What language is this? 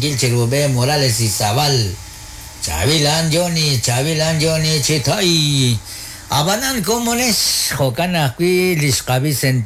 Kekchí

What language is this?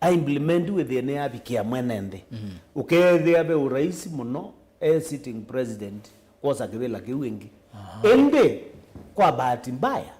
Kamba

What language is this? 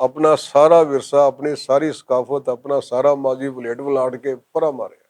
Western Panjabi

